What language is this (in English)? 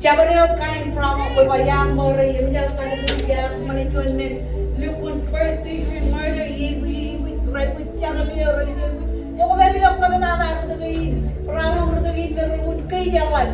Marshallese